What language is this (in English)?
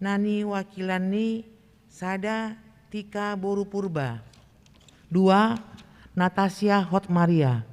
Batak Toba